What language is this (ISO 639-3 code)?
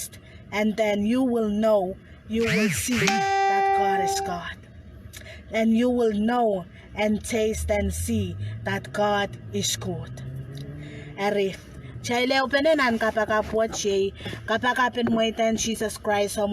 pon